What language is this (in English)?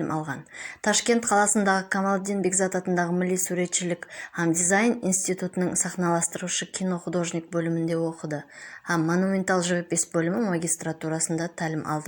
Kara-Kalpak